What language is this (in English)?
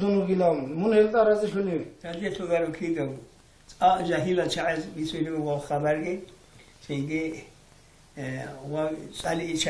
Avaric